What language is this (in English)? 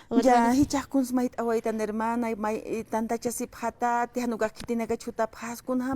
Aymara